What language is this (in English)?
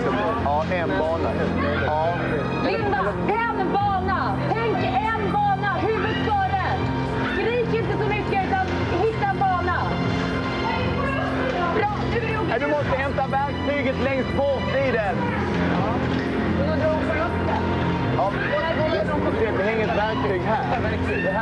Swedish